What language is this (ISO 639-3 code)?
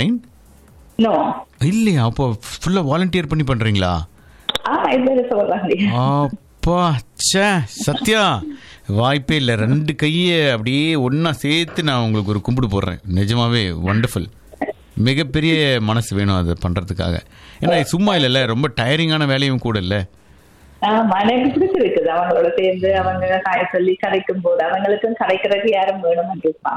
tam